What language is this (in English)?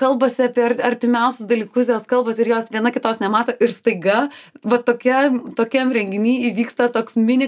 Lithuanian